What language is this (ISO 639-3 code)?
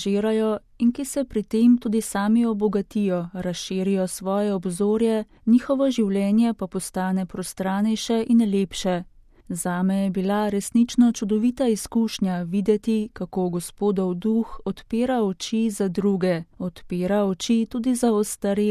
slv